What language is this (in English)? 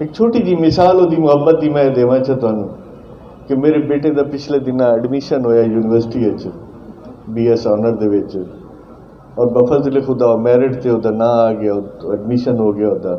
Saraiki